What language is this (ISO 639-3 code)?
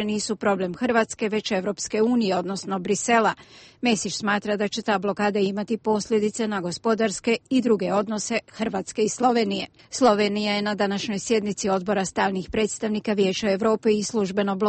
hrv